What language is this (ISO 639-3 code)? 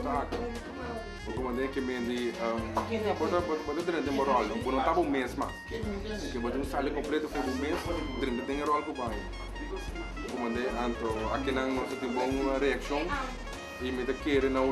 pap